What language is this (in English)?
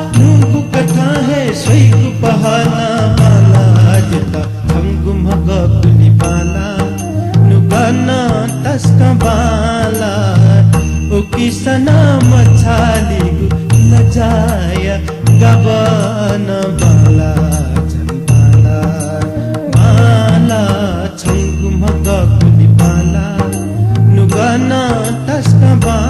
Newari